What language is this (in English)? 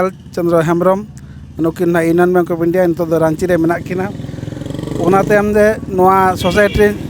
Santali